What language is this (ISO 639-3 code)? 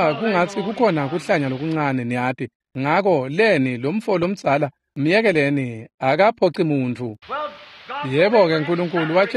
ssw